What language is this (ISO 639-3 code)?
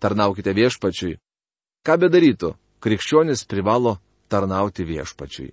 lit